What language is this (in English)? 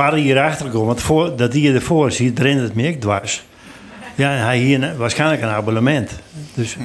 Western Frisian